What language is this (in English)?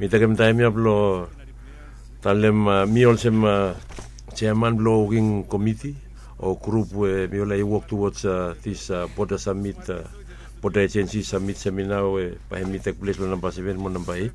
Bislama